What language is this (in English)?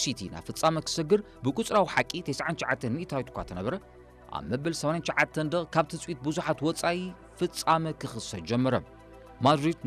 Tigrinya